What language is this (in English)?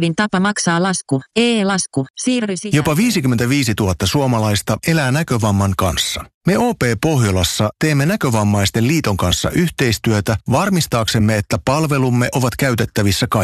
Finnish